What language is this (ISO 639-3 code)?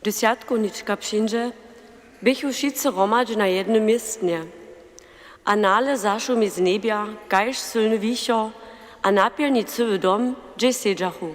hsb